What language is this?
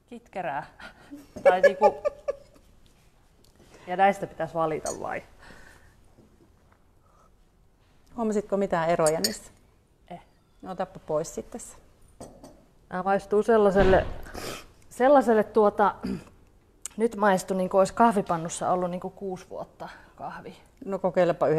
Finnish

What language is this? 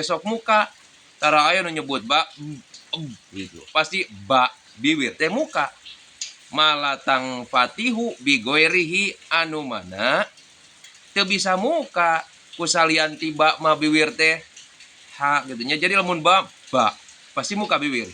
Sundanese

